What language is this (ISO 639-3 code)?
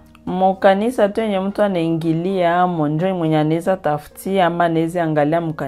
swa